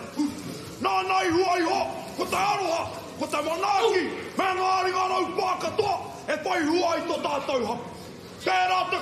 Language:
Māori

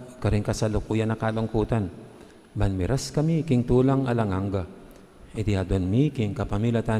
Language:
Pampanga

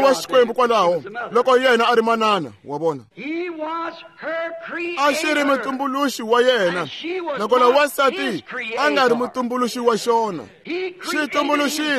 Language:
Tsonga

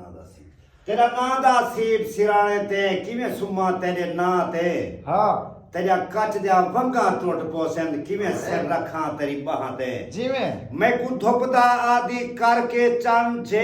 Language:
Saraiki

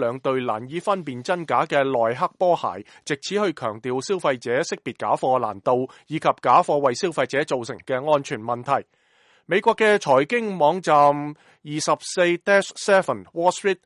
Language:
Cantonese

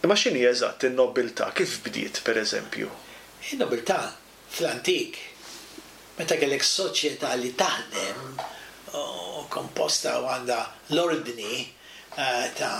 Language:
Maltese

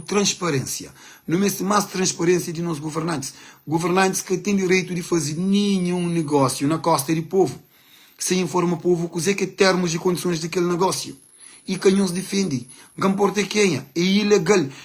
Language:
Kabuverdianu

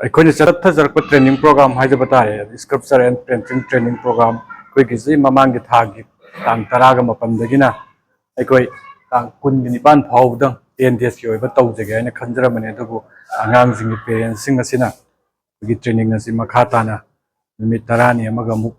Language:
Manipuri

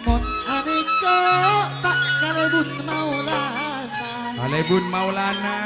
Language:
Madurese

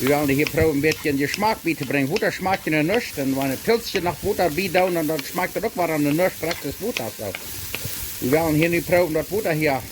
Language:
Plautdietsch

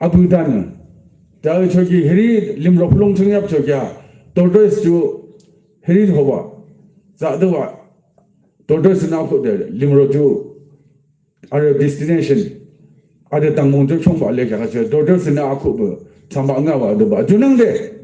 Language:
Yimchungru Naga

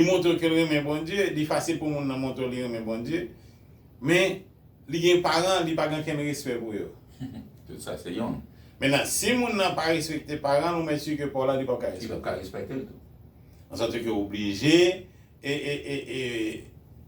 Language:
Haitian Creole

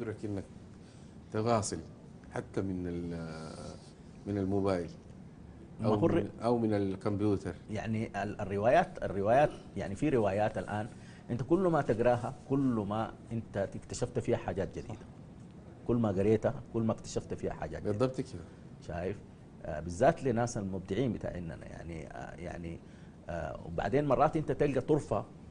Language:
Sudanese Arabic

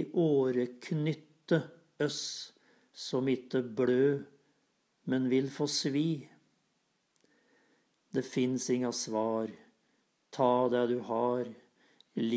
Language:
Norwegian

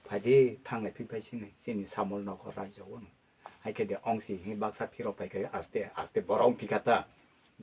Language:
Kok Borok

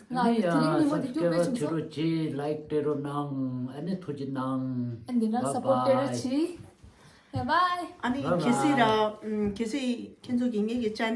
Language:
Tibetan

